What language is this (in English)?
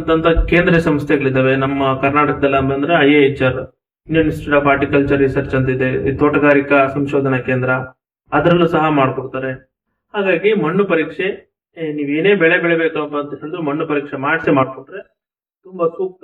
Kannada